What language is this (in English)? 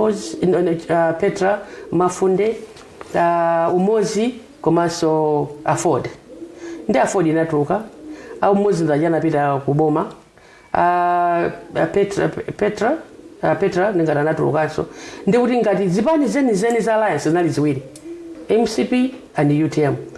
Nyanja